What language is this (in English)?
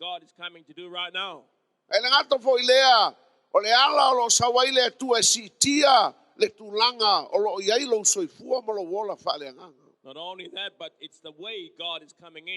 Samoan